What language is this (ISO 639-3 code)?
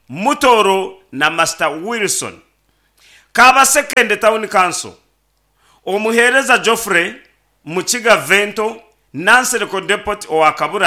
nyn